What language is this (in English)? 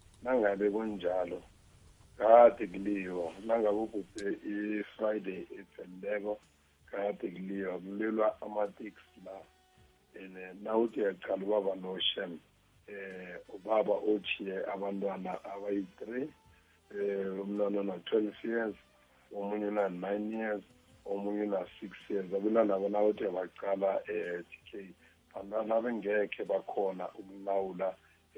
South Ndebele